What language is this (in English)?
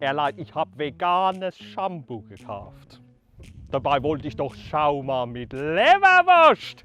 Palatine German